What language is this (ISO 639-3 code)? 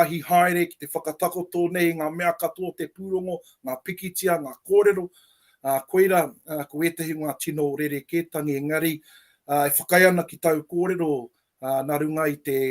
mri